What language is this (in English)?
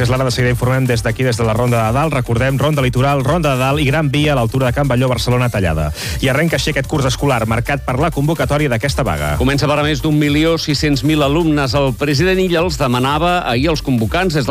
Catalan